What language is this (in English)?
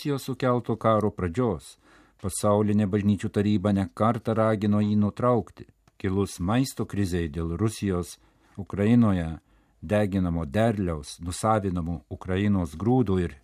Lithuanian